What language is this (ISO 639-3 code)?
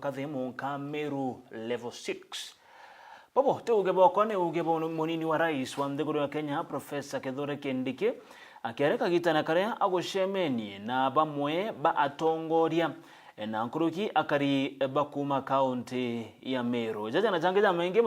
mer